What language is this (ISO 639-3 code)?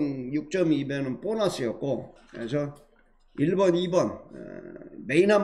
kor